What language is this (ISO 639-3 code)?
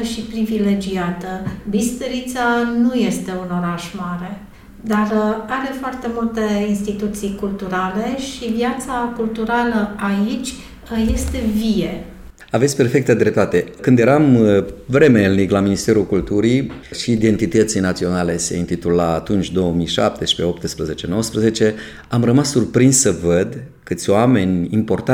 ron